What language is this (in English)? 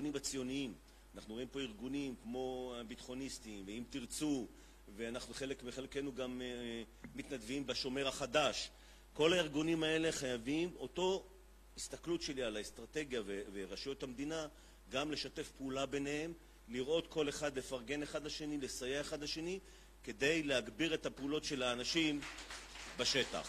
Hebrew